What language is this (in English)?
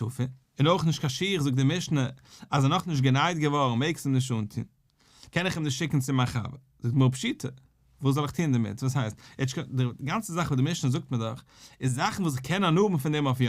Yiddish